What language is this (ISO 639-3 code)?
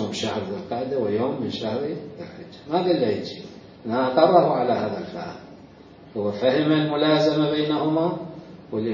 acm